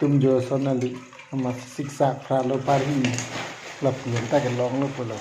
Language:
Karbi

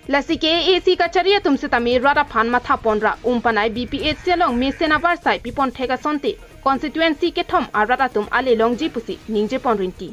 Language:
Karbi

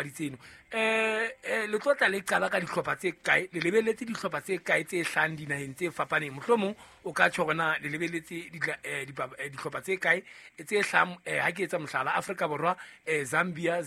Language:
Southern Sotho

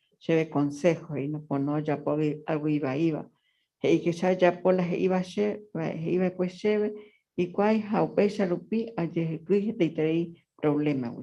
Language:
Guarani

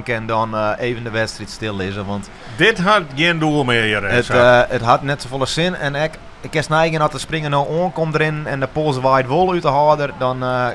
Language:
Western Frisian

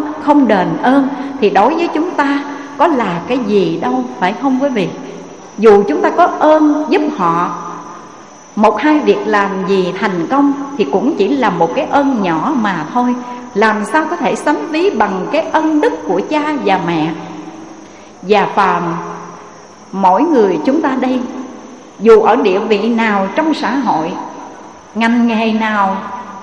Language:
Vietnamese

